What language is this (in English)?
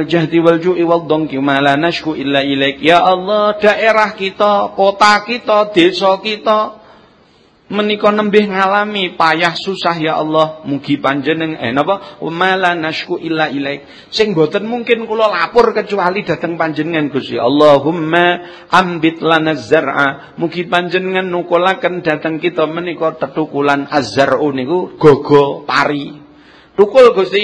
Javanese